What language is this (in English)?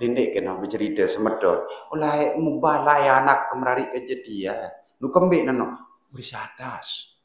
Sasak